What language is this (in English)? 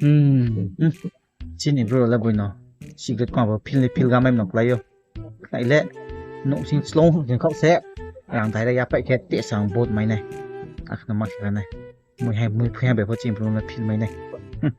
Riang (India)